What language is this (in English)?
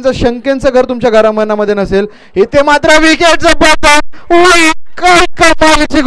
Marathi